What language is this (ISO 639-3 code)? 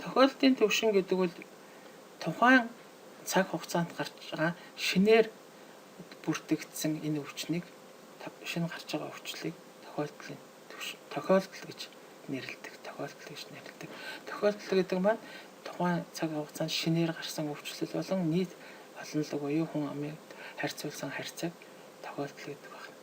mon